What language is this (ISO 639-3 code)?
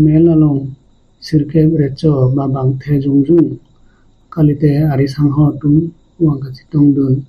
mjw